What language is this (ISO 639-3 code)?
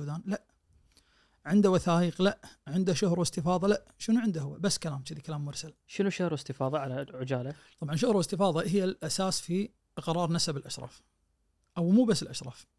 ars